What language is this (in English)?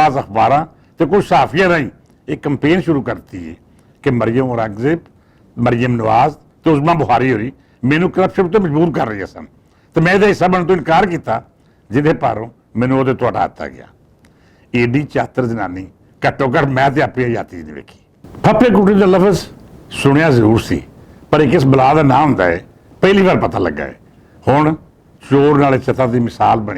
Western Panjabi